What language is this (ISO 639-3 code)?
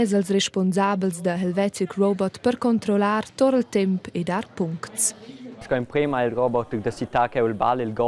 roh